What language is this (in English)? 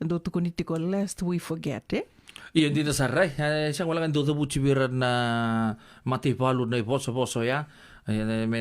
Fijian